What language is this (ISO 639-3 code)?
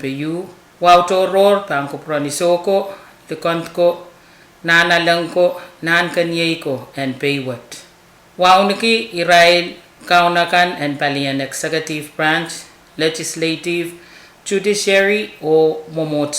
pon